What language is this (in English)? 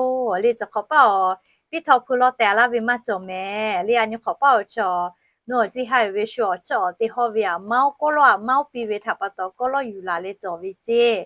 Lahu